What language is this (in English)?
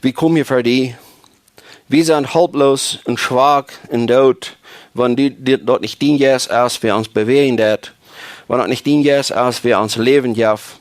Plautdietsch